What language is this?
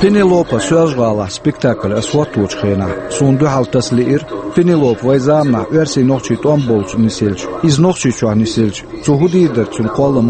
Chechen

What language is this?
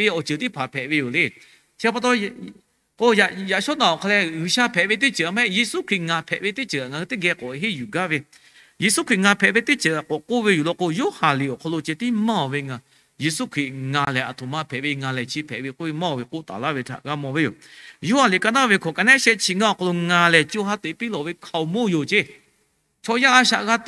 Lahu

